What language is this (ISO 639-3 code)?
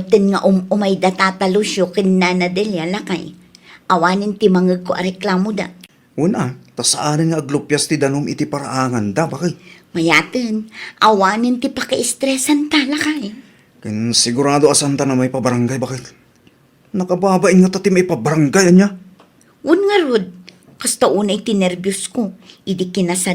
ilo